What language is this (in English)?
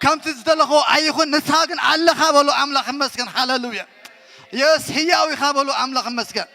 Tigrinya